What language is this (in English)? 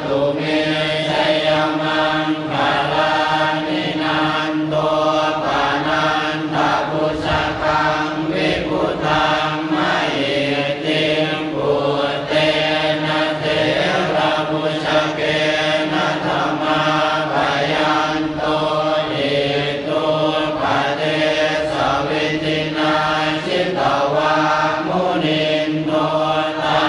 Pali